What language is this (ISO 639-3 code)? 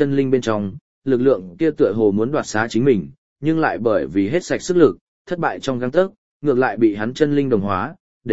vie